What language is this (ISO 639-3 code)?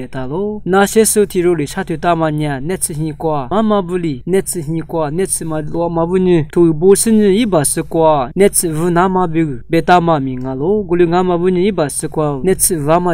lis